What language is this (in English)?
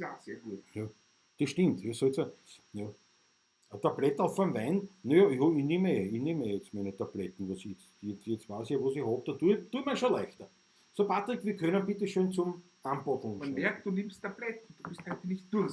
Bavarian